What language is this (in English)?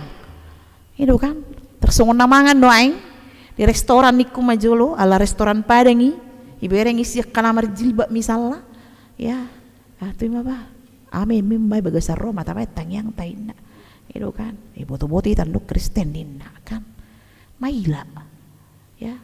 Batak Toba